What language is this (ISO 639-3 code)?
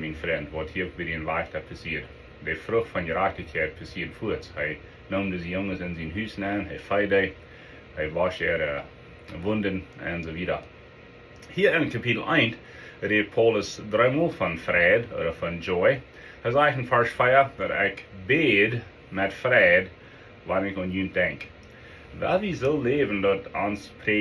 pdt